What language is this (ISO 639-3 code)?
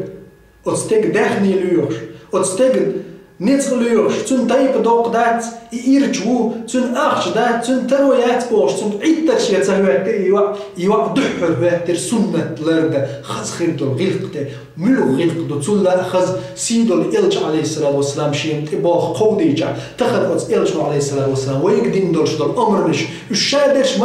che